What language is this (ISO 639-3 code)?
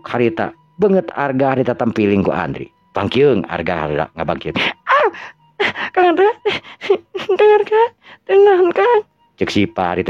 sun